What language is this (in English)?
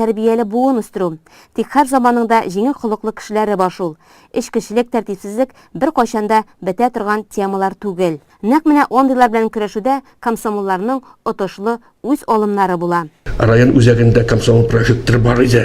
Tatar